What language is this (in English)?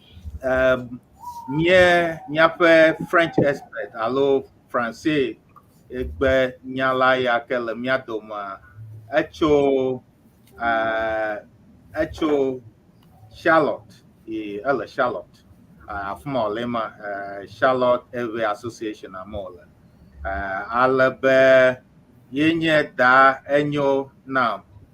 Ewe